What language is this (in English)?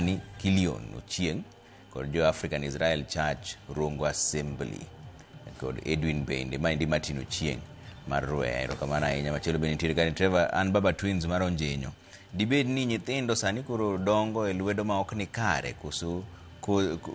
Luo (Kenya and Tanzania)